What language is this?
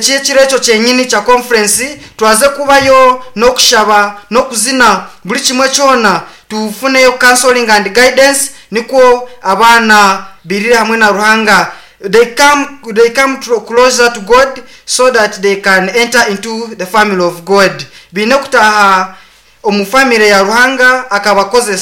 Nyankole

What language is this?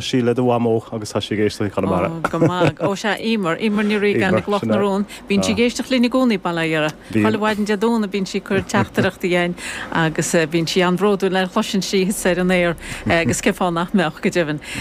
Irish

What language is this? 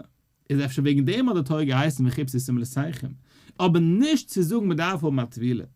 Yiddish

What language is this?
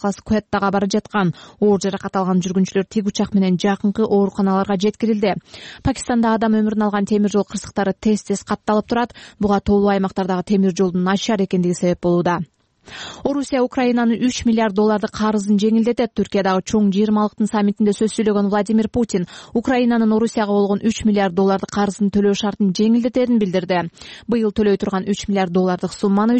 Kyrgyz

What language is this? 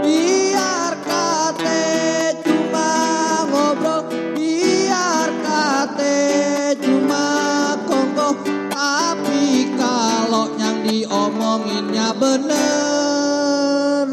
Betawi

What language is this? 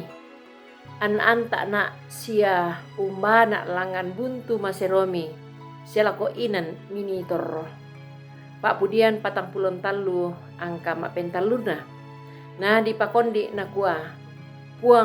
Toraja-Sa'dan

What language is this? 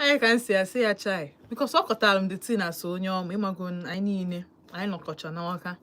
Igbo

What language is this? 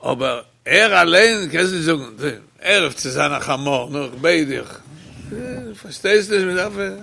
Yiddish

